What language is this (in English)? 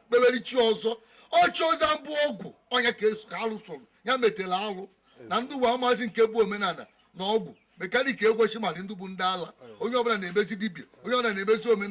Igbo